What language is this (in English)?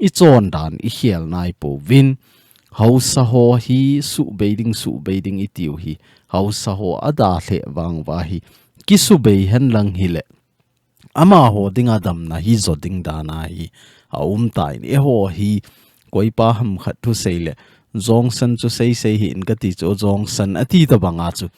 Thado Chin